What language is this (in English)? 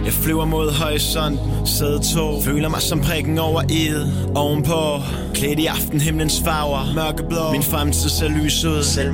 Danish